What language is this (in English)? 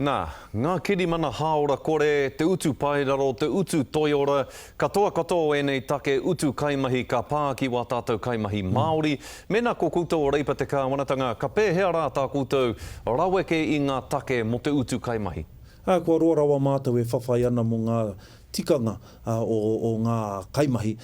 Māori